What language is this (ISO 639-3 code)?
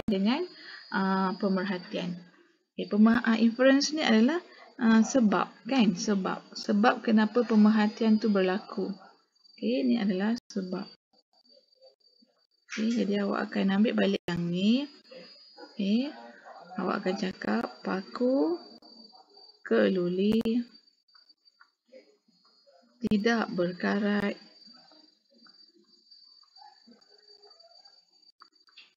msa